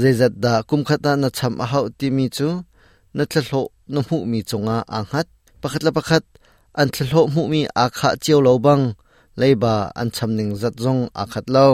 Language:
Hakha Chin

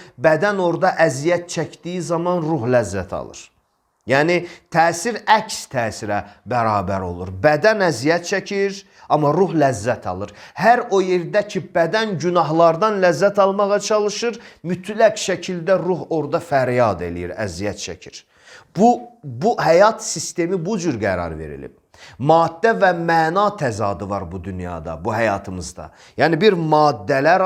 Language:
Azerbaijani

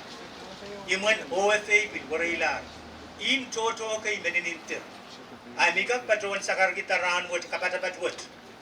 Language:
Pohnpeian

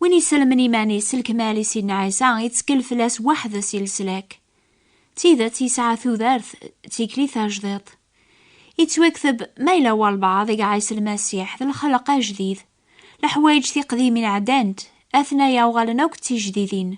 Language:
Kabyle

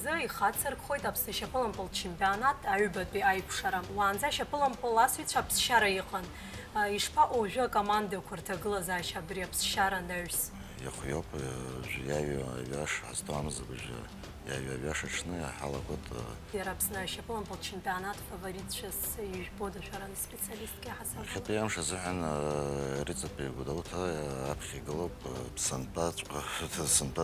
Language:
Abkhazian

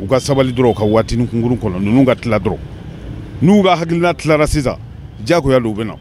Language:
Bambara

